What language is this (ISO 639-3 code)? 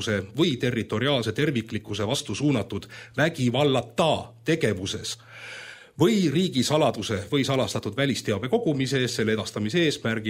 est